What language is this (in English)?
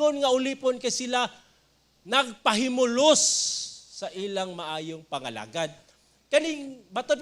Cebuano